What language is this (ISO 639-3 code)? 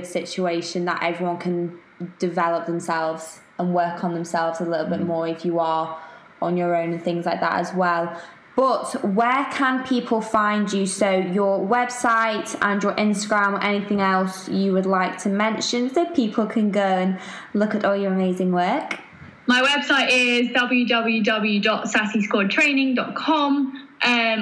eng